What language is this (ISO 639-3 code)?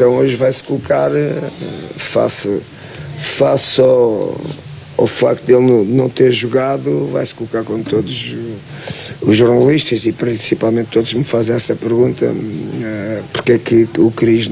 por